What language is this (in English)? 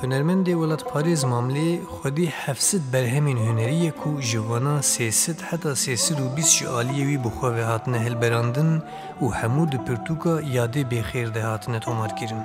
Kurdish